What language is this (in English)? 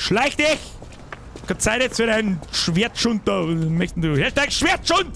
Bavarian